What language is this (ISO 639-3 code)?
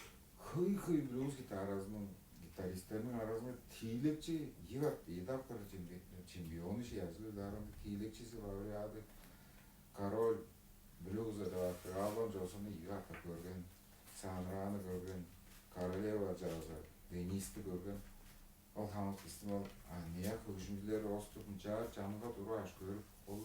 tyv